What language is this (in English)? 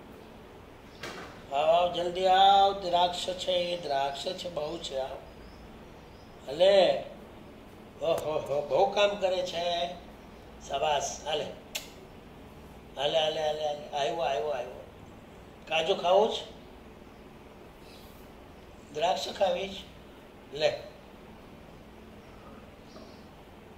Gujarati